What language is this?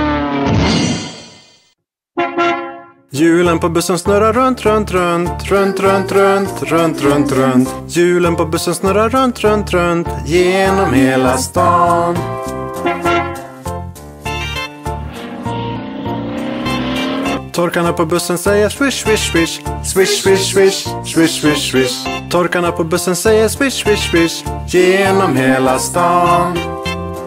Swedish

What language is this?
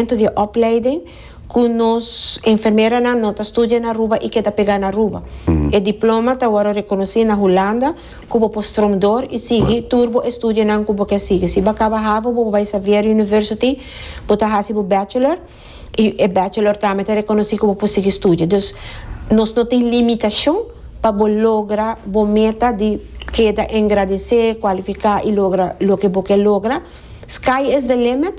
Papiamento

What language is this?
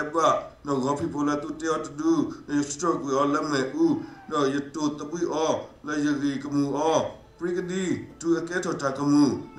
S'gaw Karen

